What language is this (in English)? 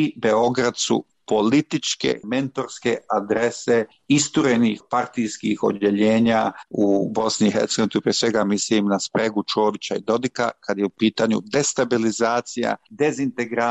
Serbian